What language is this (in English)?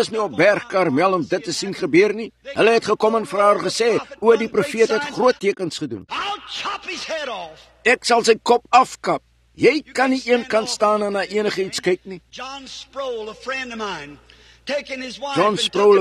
Afrikaans